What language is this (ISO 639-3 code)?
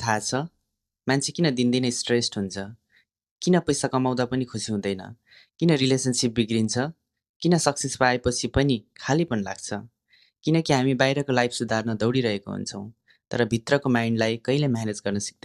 nep